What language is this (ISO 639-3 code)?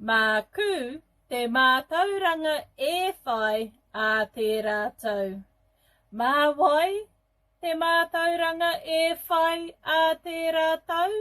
mri